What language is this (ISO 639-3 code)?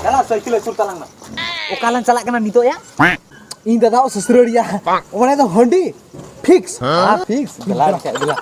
sat